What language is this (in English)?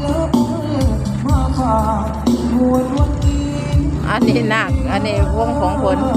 Lao